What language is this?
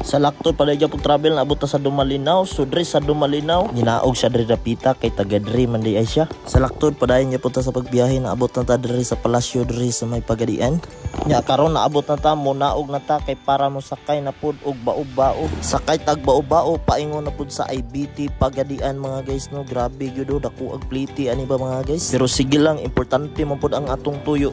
Cebuano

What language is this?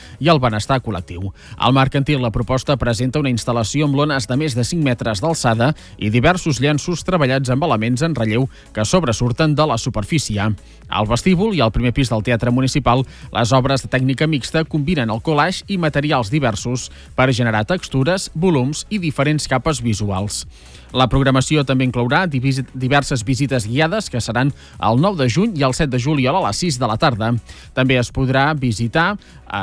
Catalan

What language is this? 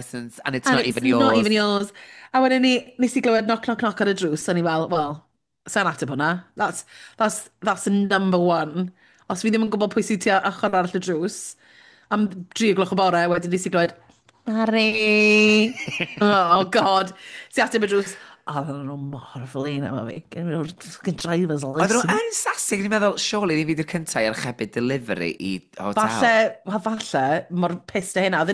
Welsh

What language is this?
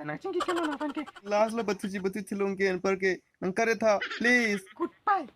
Karbi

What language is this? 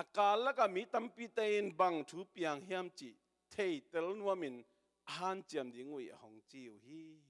Tedim Chin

